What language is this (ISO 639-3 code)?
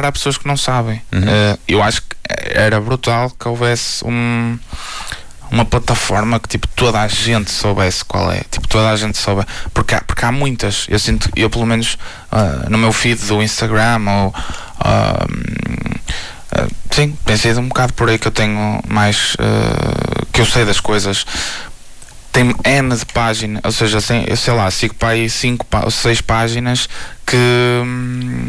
por